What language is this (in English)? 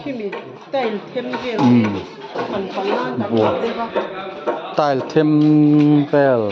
Mizo